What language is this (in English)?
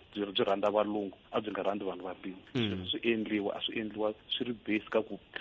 Tsonga